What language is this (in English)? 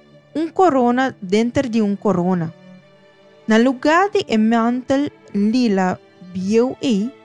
Papiamento